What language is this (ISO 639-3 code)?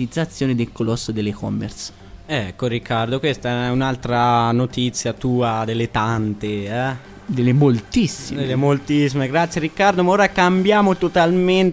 ita